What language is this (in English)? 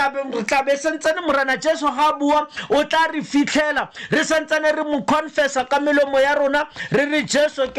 Tswana